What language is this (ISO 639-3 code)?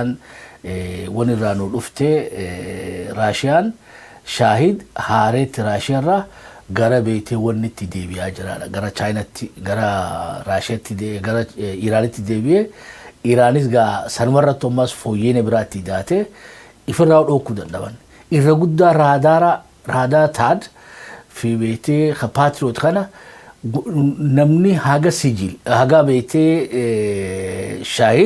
orm